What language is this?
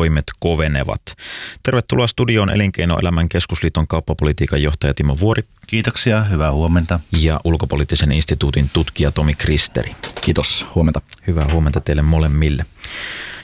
Finnish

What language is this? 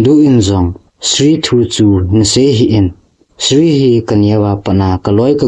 Thado Chin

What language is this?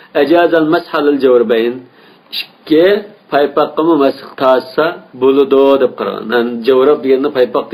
Uyghur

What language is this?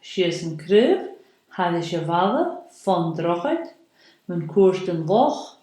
Scottish Gaelic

